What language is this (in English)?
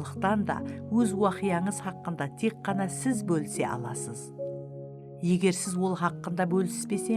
Kara-Kalpak